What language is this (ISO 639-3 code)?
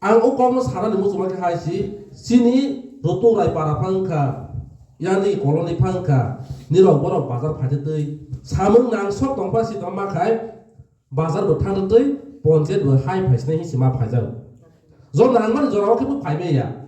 ria